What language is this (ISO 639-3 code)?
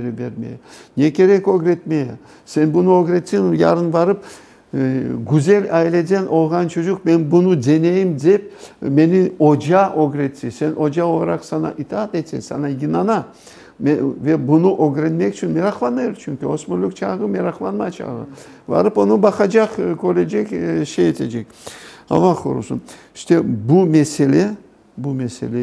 crh